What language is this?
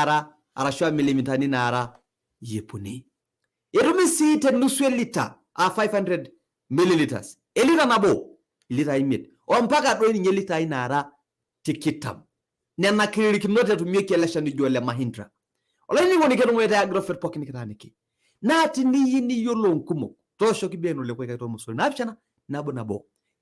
Masai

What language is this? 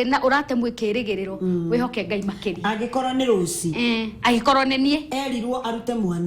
Kikuyu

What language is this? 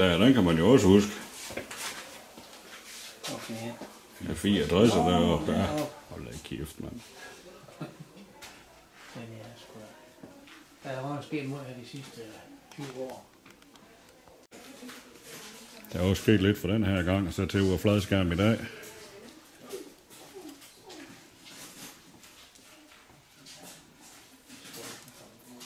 Danish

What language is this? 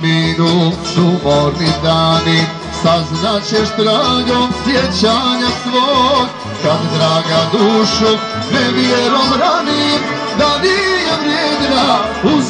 Croatian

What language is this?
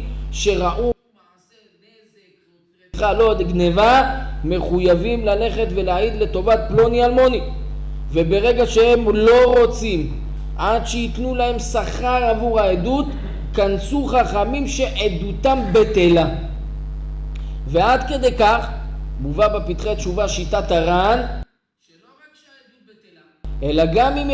Hebrew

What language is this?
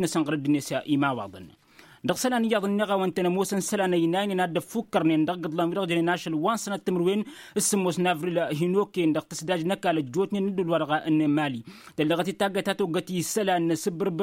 Tamasheq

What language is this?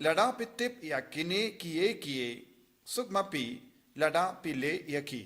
Khasi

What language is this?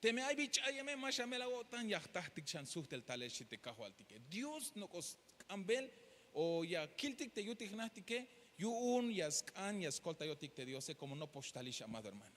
Tzeltal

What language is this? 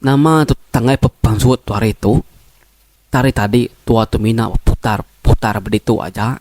Iban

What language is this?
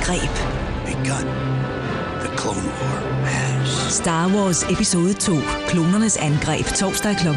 Danish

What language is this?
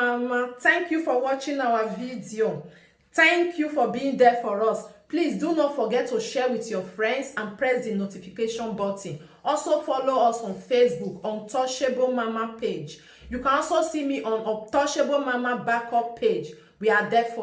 Nigerian Pidgin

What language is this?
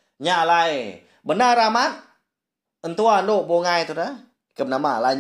Iban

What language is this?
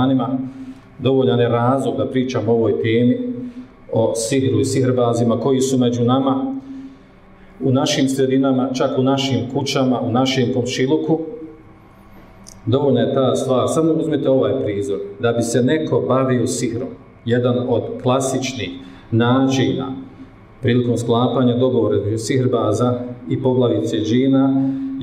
Bosnian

